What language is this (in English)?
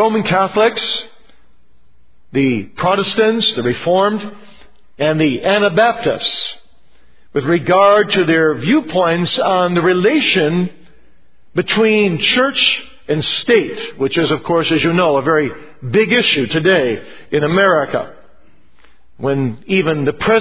English